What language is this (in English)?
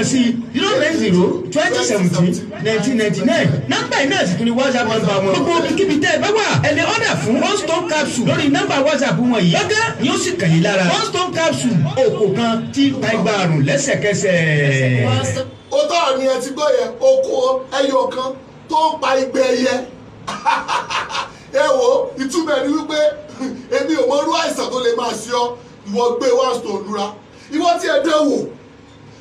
Yoruba